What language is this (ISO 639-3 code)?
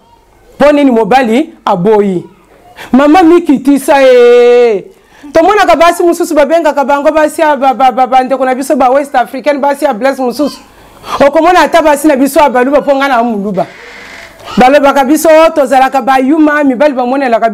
lin